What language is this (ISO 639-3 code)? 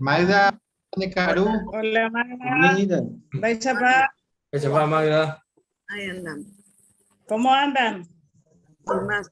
grn